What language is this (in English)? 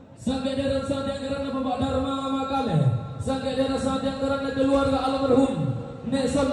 Toraja-Sa'dan